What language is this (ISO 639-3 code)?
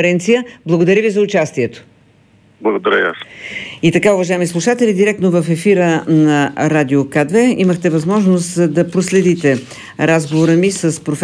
bul